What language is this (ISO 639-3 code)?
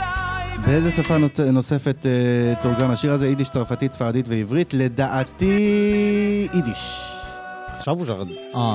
heb